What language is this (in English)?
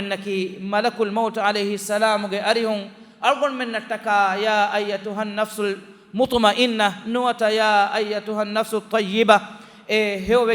Divehi